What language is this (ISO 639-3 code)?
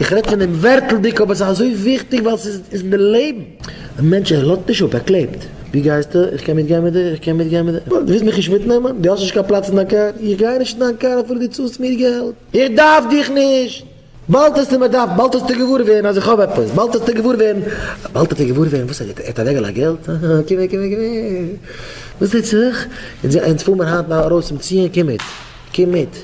yid